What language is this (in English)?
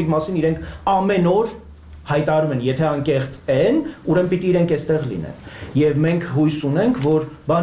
Armenian